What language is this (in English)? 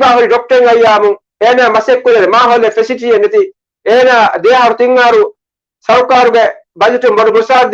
Divehi